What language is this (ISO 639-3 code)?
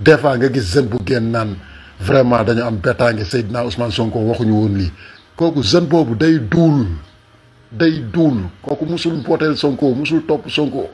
wol